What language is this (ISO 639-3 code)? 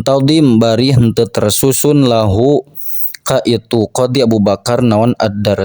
sun